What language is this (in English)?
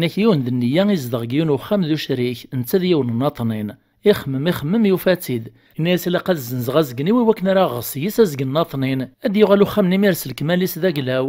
Kabyle